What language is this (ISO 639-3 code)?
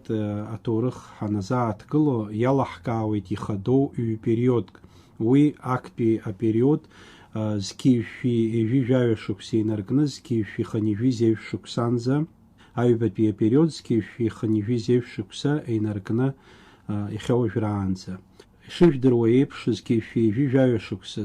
abk